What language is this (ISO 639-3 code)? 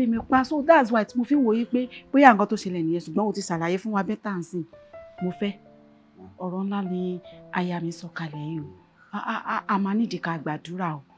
yor